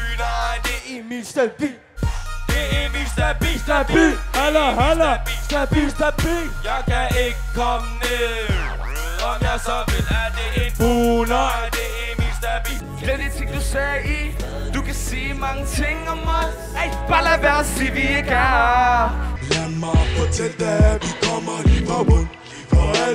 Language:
Danish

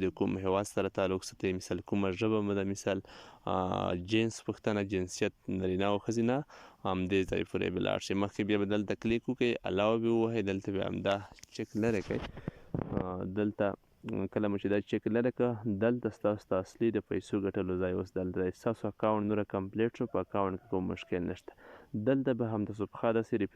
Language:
Pashto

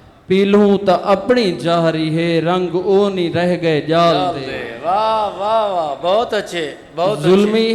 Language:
Saraiki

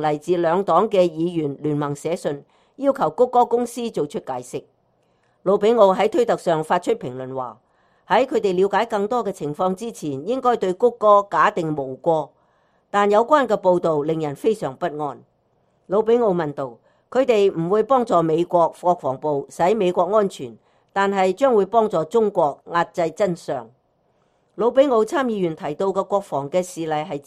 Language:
Cantonese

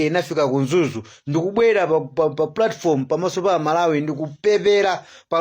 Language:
Nyanja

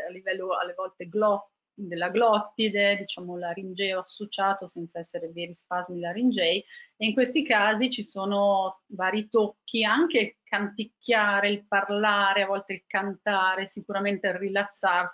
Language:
Italian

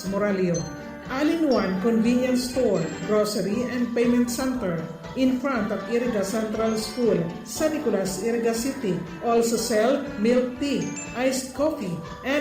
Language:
Bikol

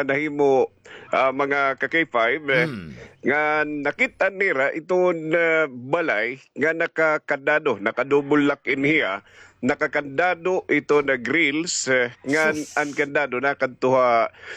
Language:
Waray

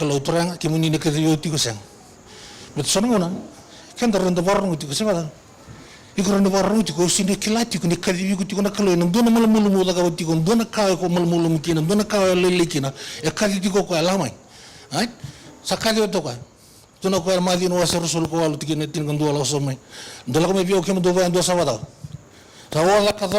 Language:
Fijian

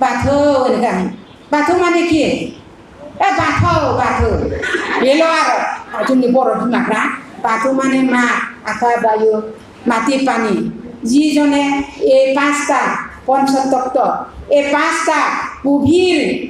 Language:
Bodo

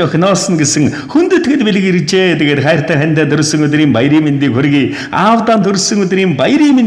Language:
Mongolian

